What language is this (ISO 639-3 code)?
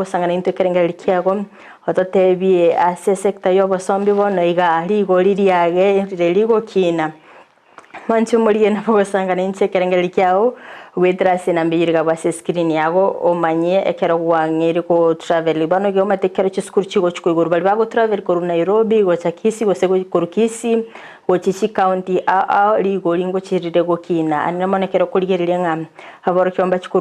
guz